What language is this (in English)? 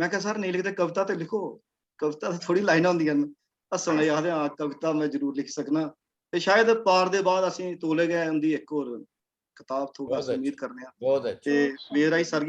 Dogri